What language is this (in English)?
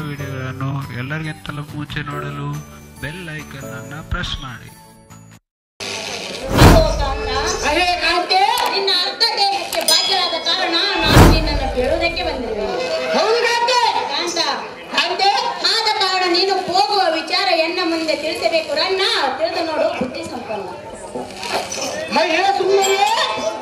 Kannada